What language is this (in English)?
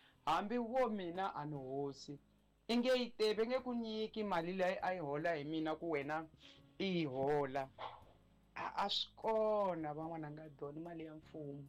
Tsonga